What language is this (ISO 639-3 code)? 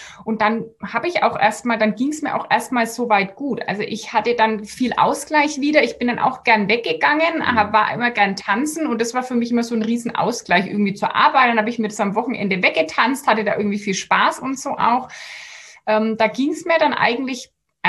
deu